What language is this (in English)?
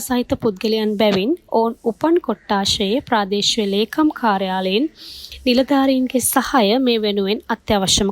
Sinhala